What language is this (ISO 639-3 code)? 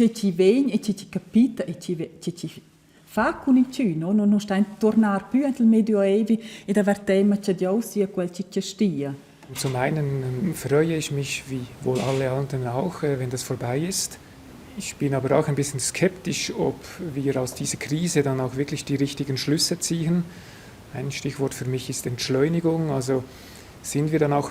roh